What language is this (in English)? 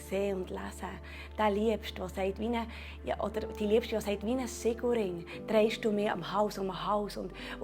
Swiss German